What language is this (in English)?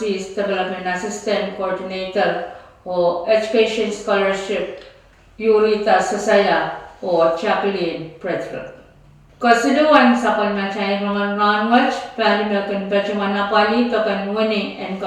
Pohnpeian